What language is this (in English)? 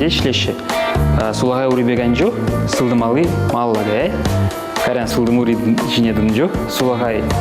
Chuvash